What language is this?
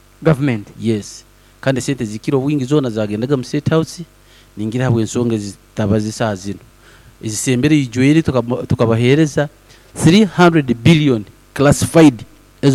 Nyankole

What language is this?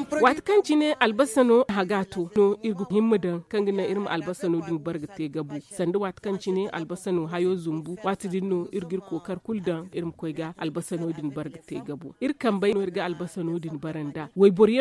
Zarma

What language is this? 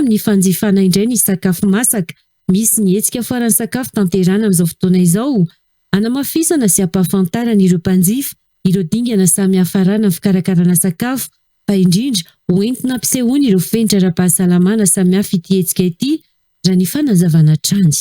Malagasy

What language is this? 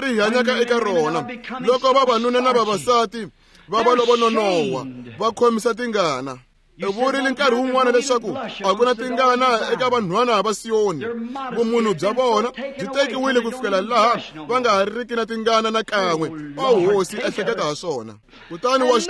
Tsonga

